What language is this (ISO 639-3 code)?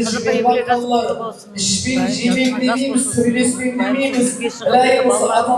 kaa